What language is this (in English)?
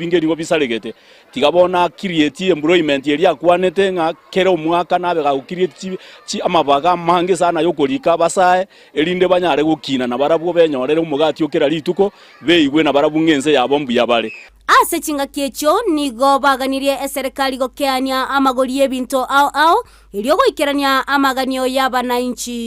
Gusii